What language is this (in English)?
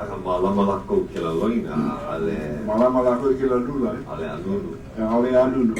Hawaiian